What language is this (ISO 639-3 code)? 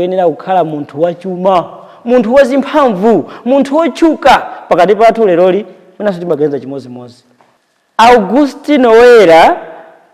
nya